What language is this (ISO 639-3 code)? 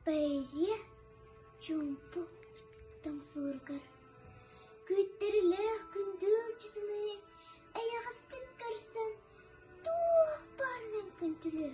sah